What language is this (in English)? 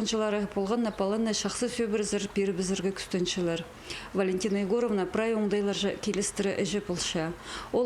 Khakas